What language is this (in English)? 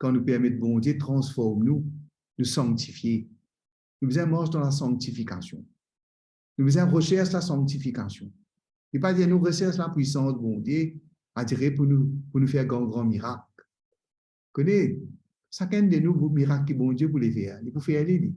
Morisyen